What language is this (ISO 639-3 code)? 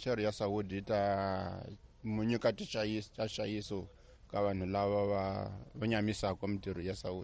tso